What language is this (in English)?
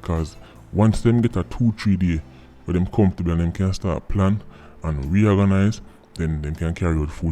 Jamaican Creole English